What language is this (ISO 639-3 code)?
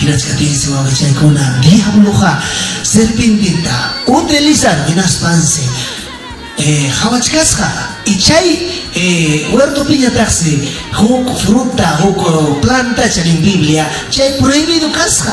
quy